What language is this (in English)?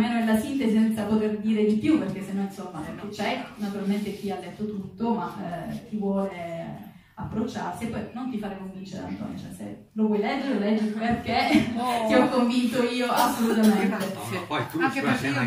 Italian